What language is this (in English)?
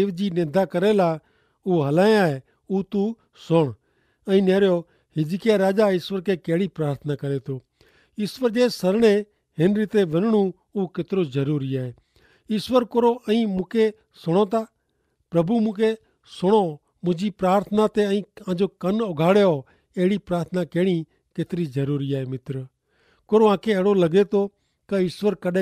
Kachhi